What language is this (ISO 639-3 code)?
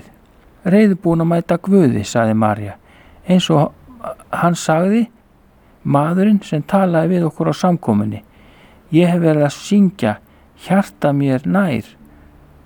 isl